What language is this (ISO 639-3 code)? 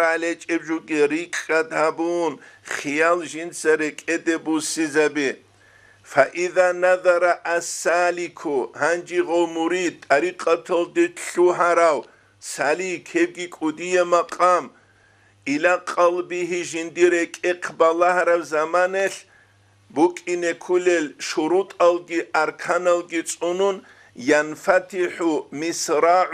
ava